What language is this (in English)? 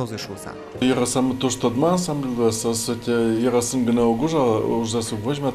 Udmurt